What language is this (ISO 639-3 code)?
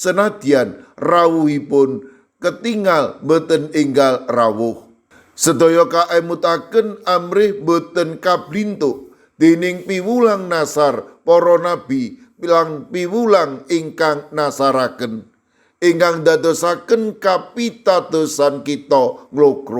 jav